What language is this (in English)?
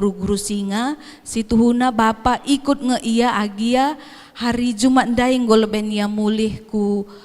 Batak Karo